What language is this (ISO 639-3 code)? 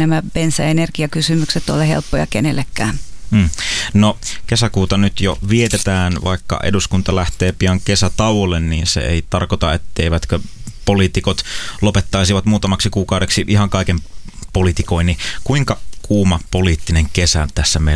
fin